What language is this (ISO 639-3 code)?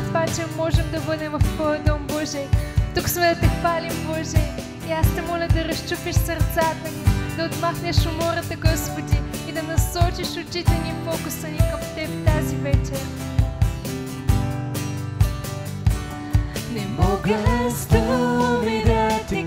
bul